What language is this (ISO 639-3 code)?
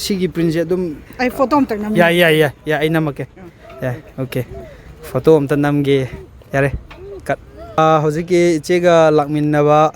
mni